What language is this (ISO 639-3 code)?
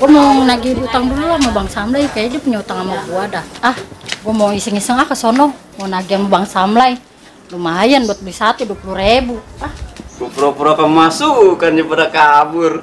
bew